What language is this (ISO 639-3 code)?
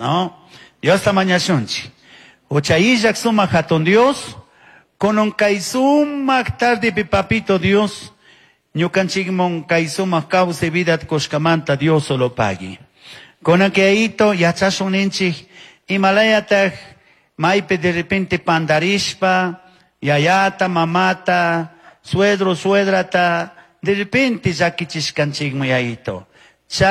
qug